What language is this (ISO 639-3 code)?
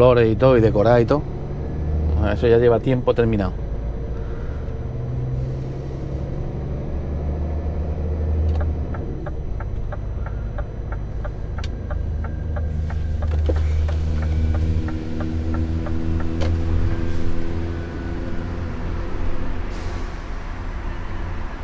spa